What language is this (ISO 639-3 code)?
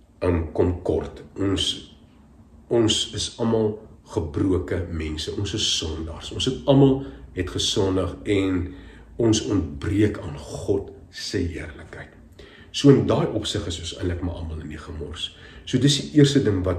afr